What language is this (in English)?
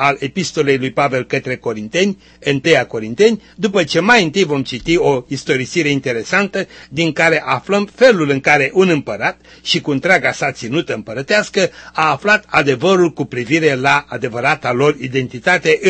Romanian